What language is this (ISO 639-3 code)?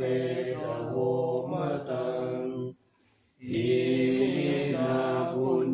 pli